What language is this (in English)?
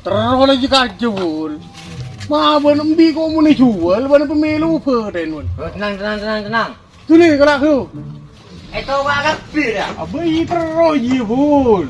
Madurese